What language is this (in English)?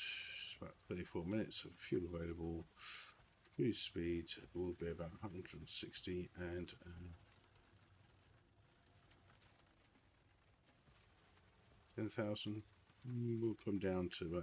English